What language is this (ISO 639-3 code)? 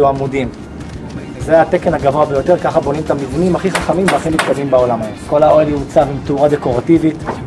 heb